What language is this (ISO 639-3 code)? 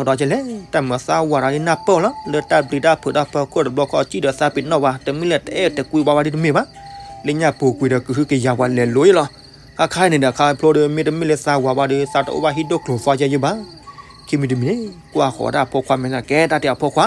ksw